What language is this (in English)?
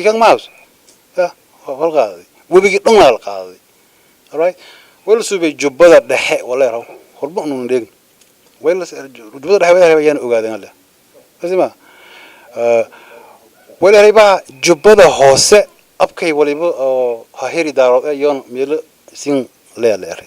Somali